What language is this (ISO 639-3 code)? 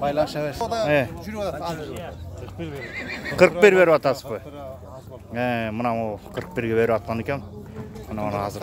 kir